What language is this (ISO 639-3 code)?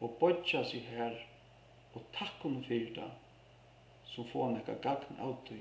fao